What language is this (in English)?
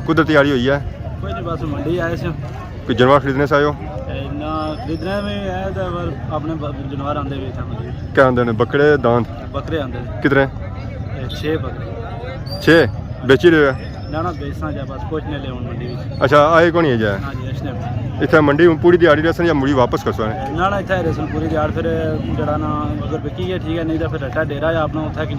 Pahari-Potwari